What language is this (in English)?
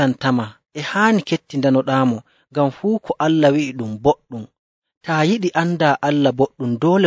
Nigerian Fulfulde